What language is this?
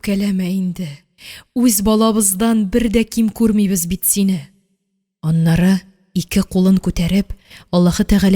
Tatar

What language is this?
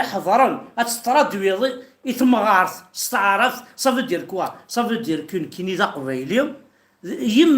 Kabyle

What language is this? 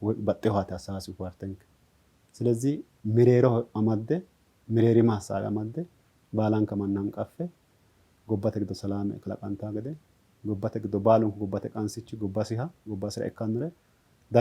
Sidamo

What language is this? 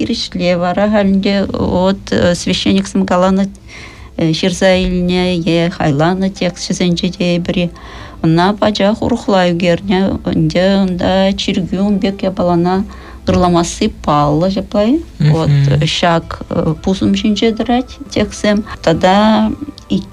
Chuvash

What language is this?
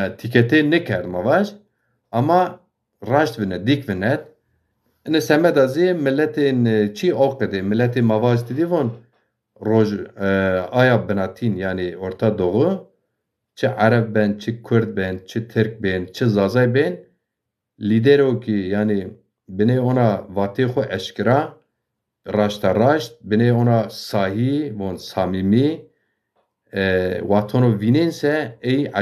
Zaza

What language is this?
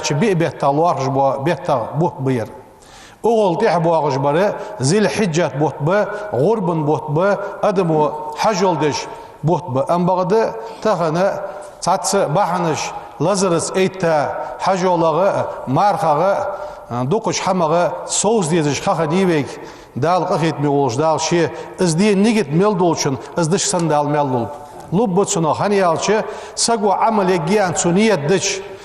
Ingush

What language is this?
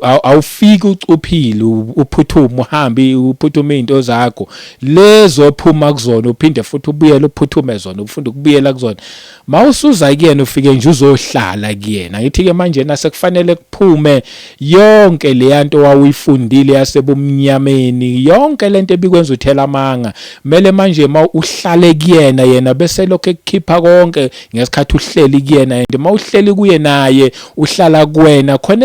Zulu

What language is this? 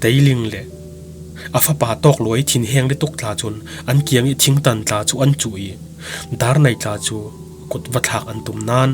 Falam Chin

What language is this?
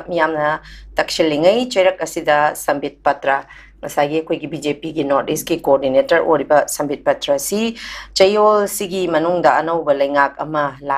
Manipuri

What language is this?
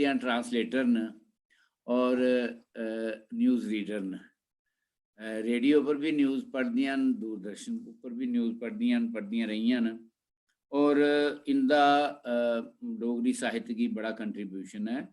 Dogri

